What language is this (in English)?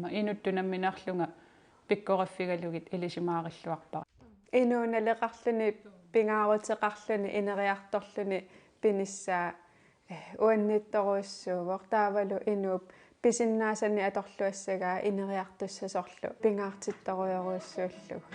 Kalaallisut